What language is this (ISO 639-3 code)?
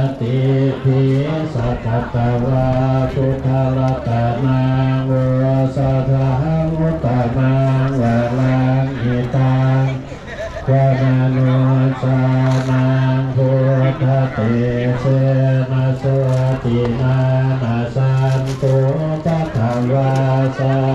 pli